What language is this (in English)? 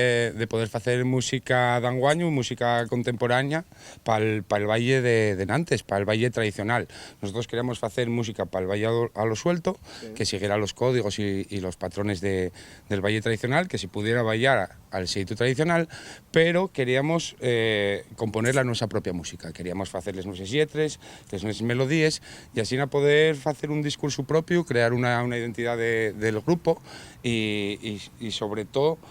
Asturian